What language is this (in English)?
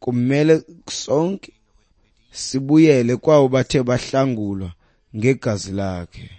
Xhosa